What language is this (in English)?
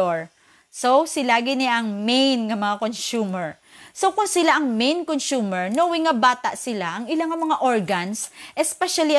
Hiligaynon